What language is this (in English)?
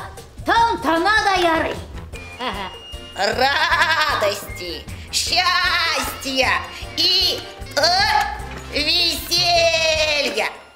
Tatar